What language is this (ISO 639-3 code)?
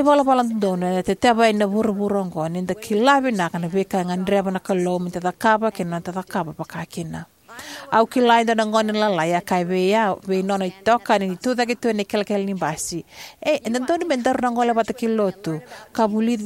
fij